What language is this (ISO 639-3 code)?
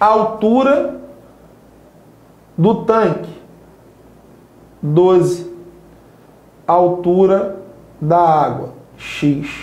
por